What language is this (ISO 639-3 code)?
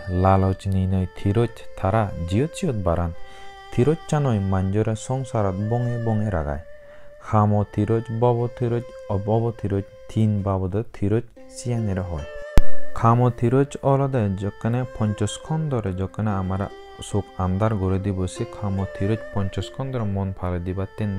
ccp